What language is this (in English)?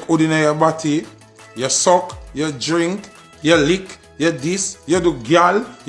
Jamaican Creole English